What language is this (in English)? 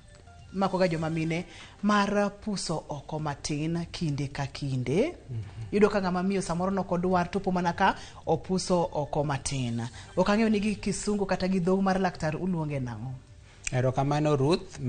Luo (Kenya and Tanzania)